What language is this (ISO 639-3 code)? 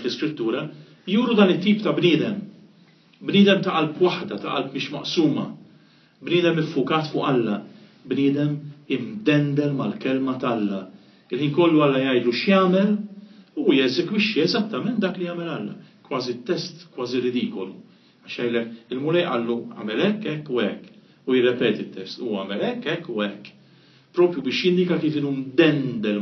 mlt